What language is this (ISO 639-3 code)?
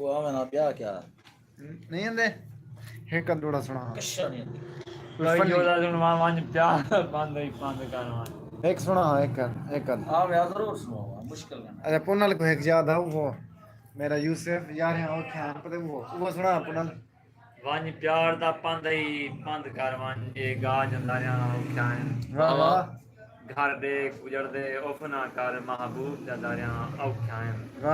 skr